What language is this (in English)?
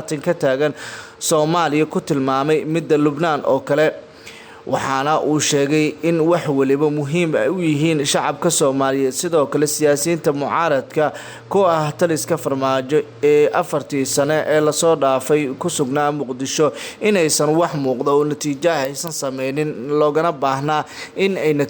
Somali